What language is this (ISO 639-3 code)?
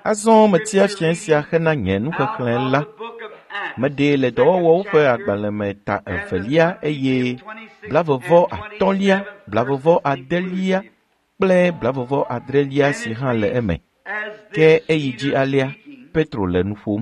ewe